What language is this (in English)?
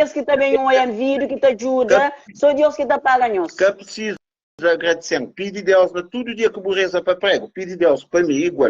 Kabuverdianu